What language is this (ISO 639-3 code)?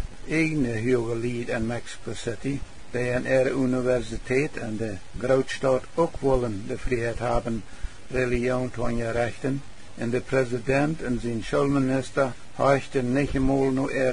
pdt